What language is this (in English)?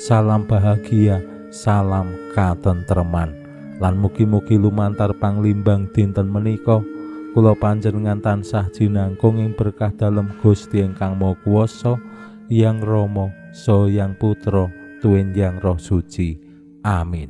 Javanese